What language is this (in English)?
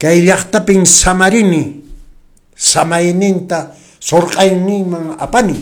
Quechua